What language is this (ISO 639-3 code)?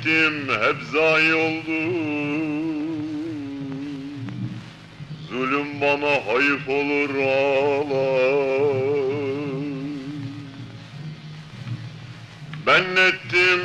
tur